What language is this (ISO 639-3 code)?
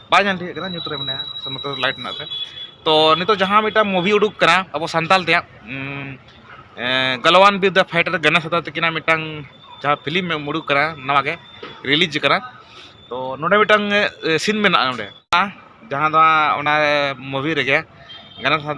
sat